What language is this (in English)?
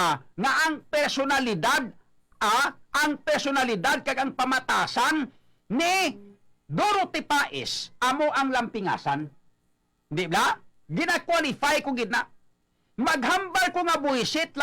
Hiligaynon